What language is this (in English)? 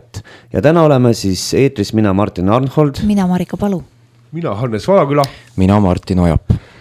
Estonian